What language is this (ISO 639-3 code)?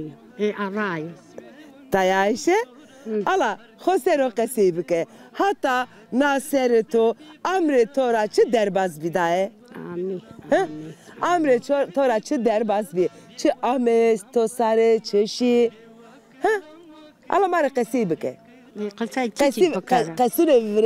zza